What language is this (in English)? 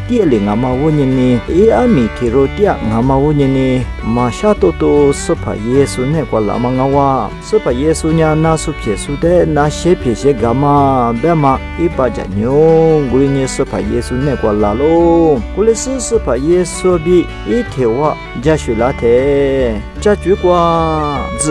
Lisu